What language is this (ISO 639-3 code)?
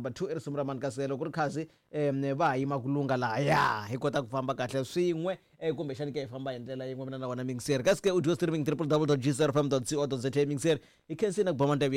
tso